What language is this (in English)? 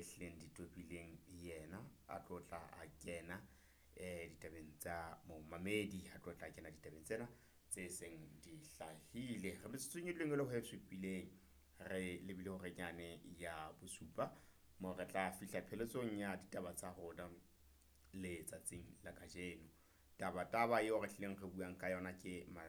Southern Sotho